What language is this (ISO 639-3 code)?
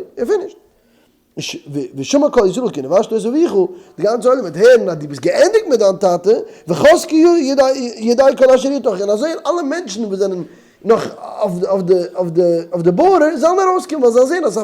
yid